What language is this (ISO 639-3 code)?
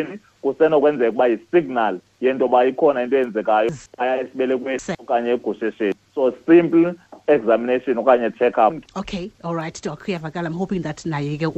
xho